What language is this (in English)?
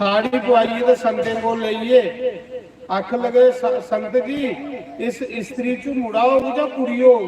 Dogri